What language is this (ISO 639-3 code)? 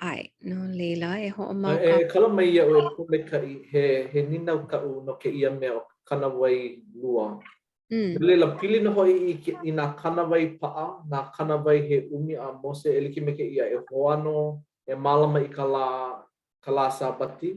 haw